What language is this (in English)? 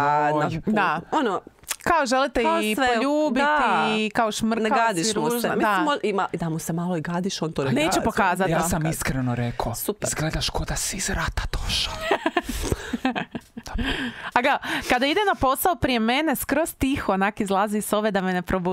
Croatian